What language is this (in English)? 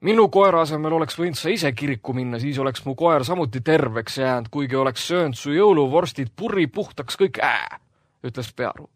Estonian